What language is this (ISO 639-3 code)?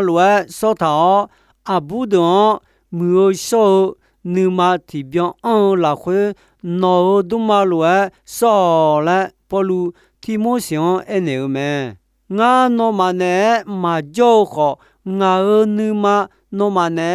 ahk